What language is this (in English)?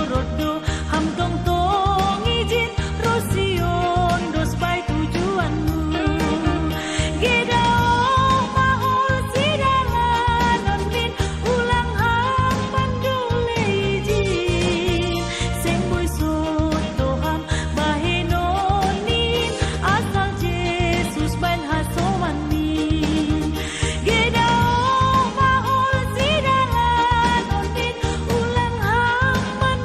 Batak Simalungun